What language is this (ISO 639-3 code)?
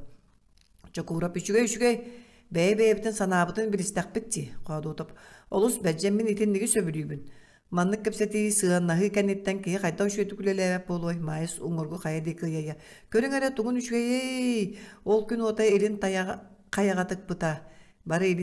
sah